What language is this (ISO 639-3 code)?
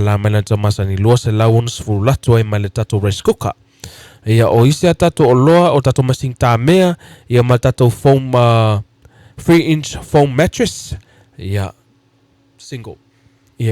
smo